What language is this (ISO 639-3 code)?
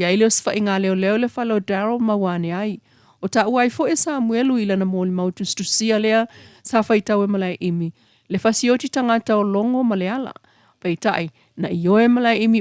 smo